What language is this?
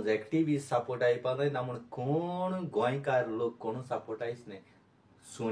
Konkani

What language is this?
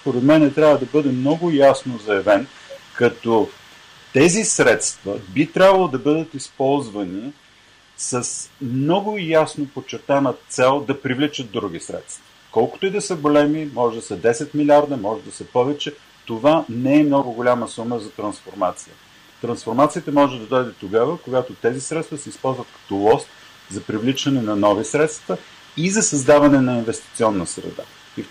Bulgarian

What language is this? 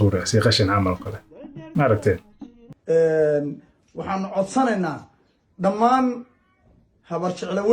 Somali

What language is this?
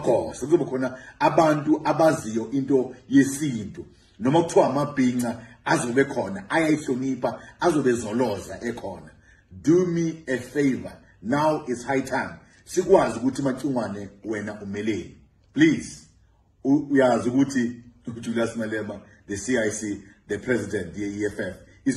Zulu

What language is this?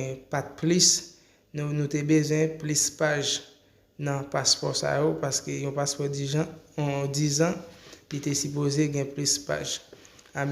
Haitian Creole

